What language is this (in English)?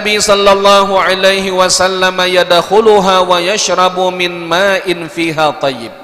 Banjar